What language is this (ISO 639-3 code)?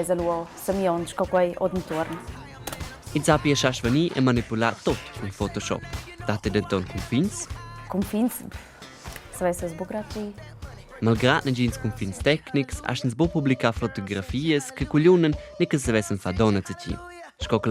roh